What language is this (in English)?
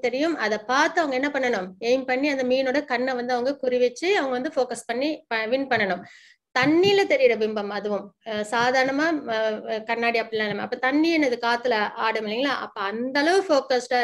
Tamil